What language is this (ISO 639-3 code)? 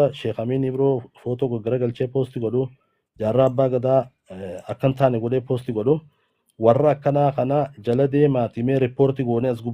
orm